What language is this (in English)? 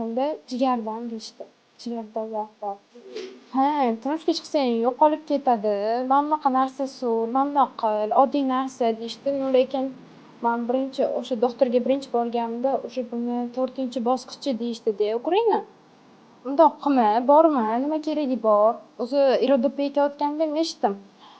Uzbek